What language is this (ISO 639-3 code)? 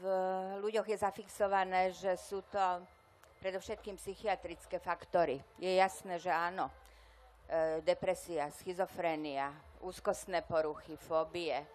slk